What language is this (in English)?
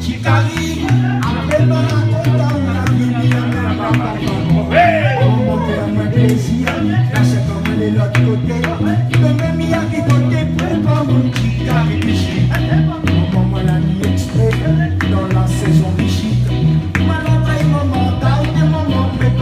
Réunion Creole French